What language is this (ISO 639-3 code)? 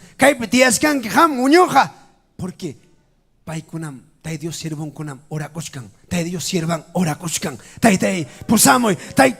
quy